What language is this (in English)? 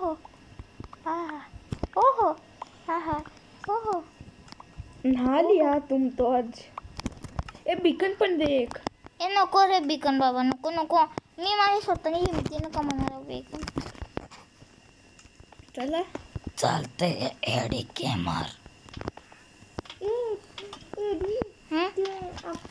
Marathi